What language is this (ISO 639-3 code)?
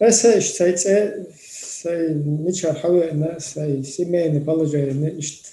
che